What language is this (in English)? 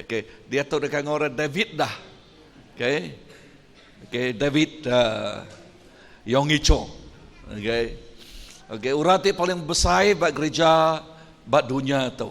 Iban